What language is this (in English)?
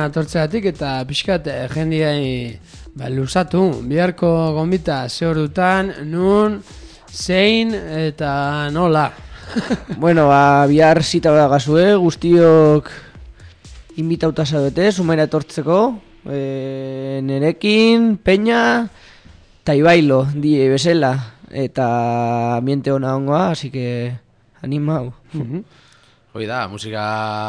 Basque